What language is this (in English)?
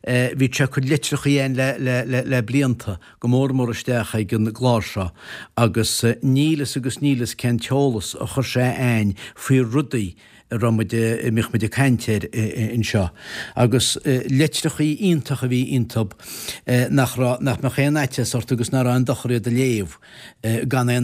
Irish